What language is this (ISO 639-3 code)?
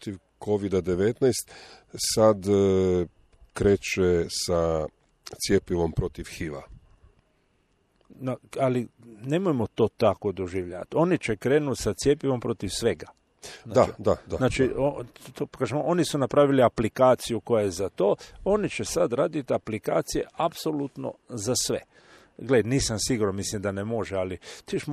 hrv